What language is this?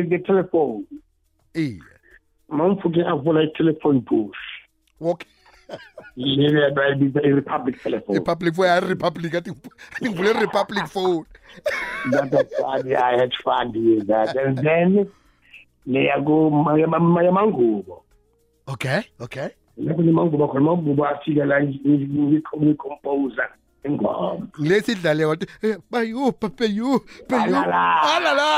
South Ndebele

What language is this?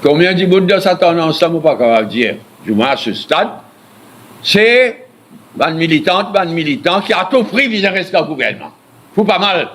Morisyen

